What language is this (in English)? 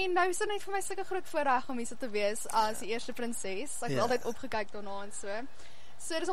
Afrikaans